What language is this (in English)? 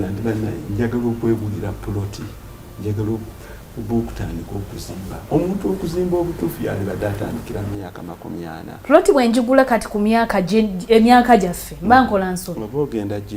Ganda